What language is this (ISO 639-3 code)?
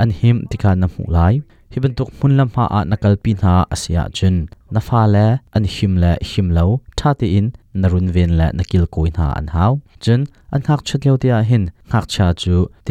cnh